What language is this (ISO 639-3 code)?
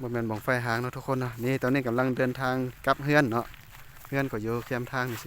lao